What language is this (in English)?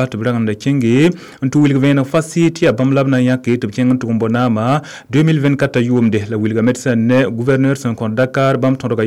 Mossi